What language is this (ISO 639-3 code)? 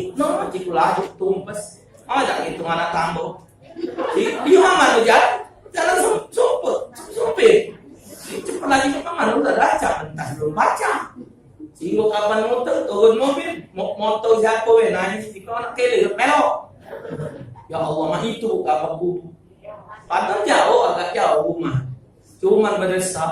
mui